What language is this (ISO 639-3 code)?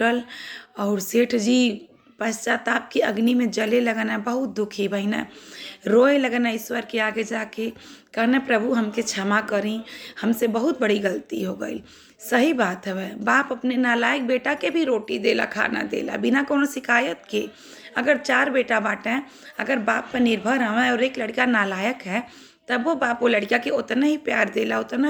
bho